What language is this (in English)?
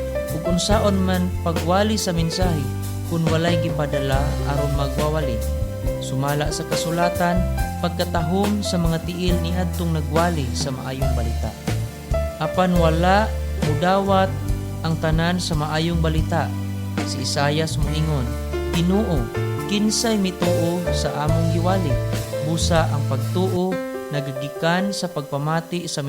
Cebuano